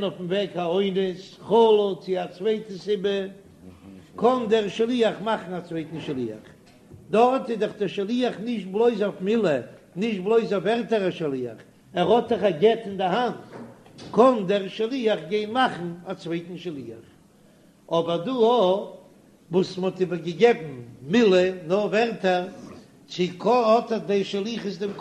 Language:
Yiddish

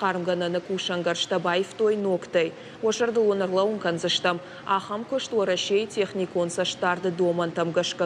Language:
Ossetic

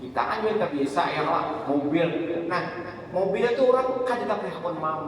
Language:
Banjar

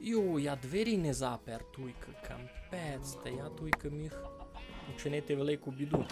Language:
Rusyn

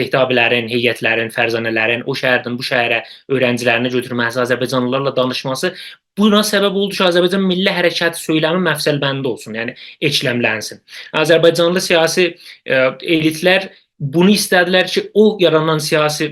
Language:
South Azerbaijani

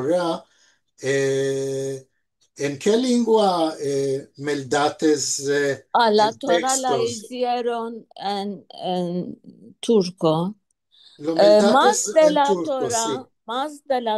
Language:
Ladino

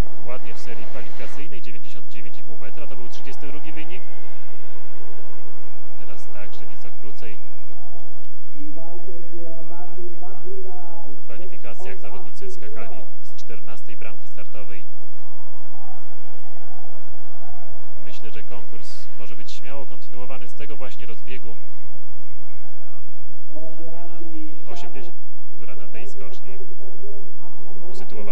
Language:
Polish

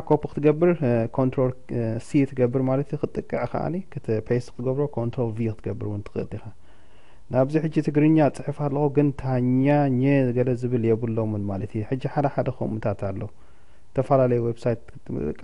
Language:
Tigrinya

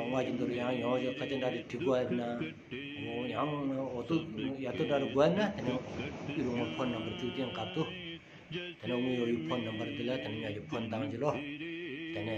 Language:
Stod Bhoti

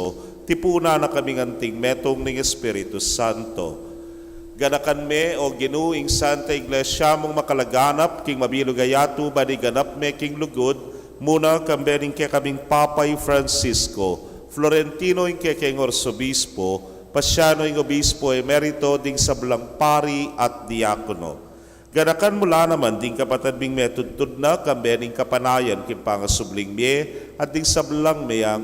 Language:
Pampanga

